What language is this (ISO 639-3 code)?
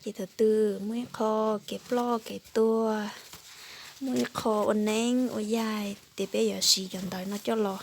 hmn